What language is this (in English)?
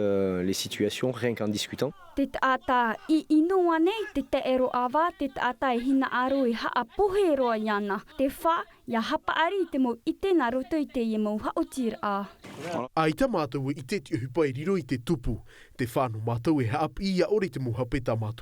Tahitian